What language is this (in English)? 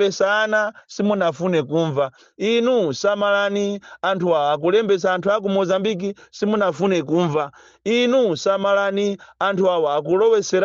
Nyanja